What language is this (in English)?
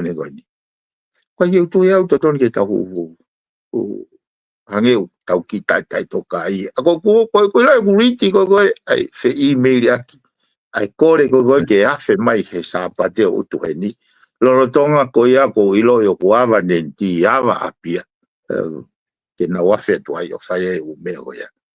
Tongan